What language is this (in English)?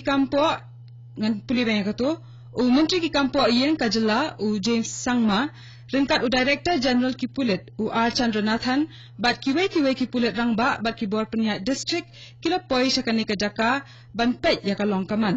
Khasi